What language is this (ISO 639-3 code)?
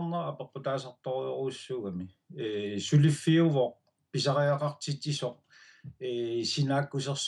kal